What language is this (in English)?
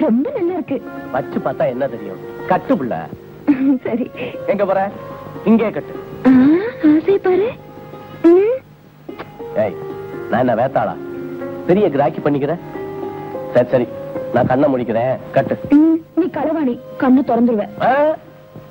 Tamil